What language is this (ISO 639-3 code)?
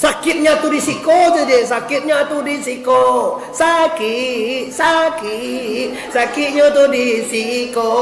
min